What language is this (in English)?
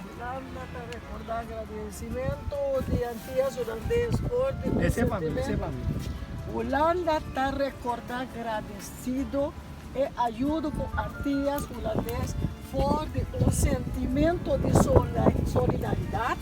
Papiamento